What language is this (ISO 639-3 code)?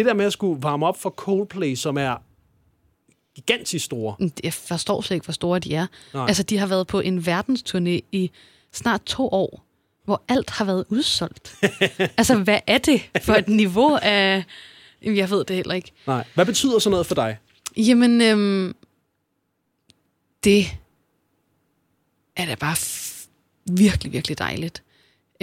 dan